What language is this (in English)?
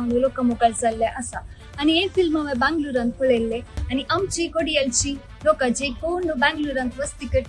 Konkani